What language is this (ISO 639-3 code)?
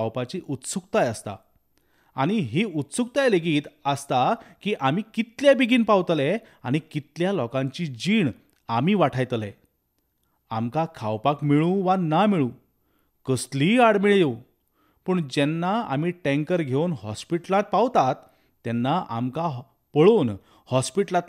kok